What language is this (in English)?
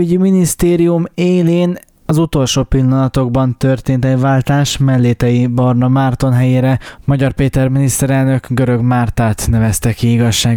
Hungarian